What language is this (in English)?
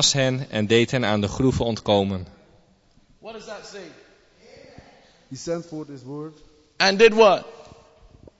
Dutch